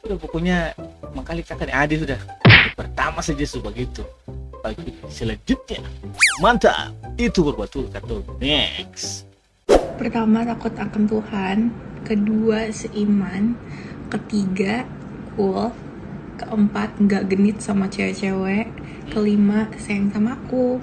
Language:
Ambonese Malay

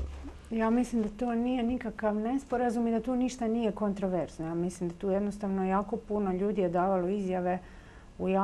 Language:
Croatian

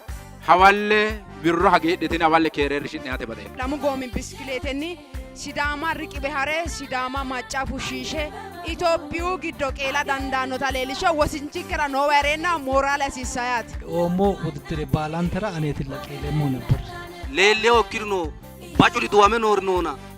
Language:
Sidamo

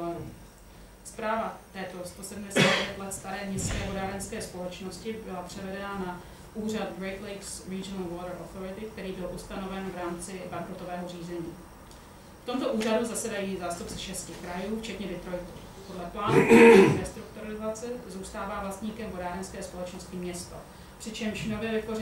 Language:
Czech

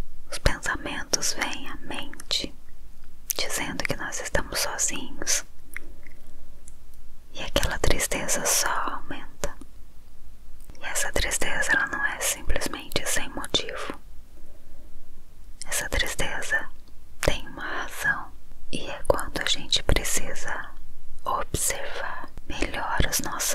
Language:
Portuguese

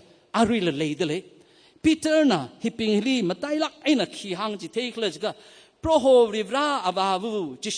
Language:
Tangkhul Naga (India)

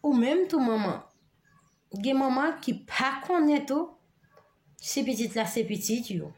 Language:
Haitian Creole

